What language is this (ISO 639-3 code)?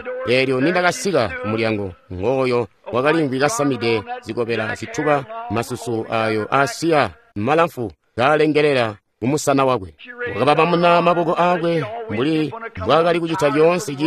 toi